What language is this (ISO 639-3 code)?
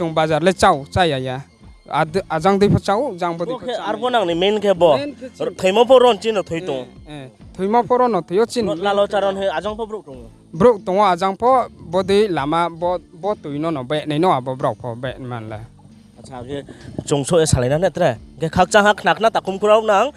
ria